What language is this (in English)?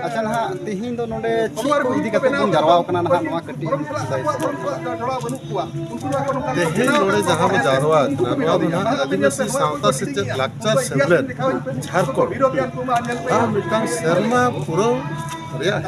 Santali